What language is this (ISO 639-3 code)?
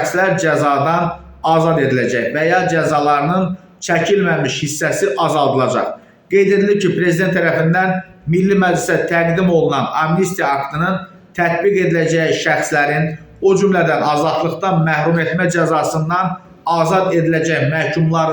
aze